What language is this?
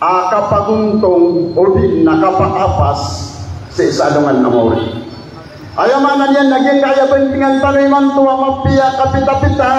Maranao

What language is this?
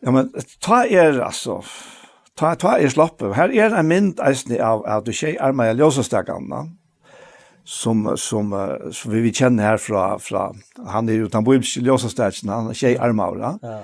Faroese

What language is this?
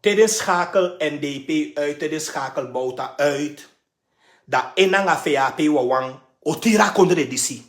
Sranan Tongo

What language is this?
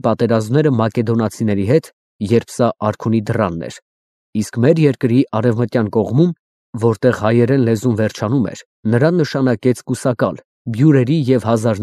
Armenian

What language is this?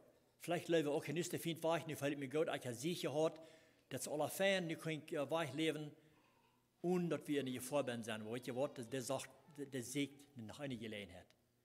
Plautdietsch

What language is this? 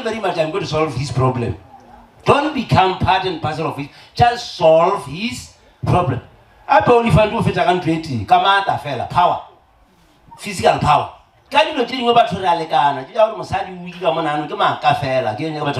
Northern Sotho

